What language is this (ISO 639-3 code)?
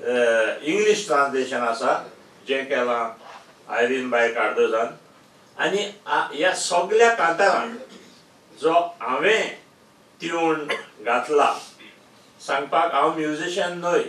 kok